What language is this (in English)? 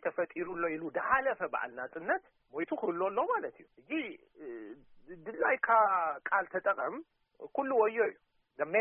Tigrinya